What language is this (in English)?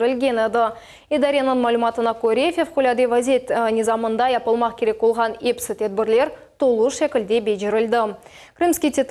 Crimean Tatar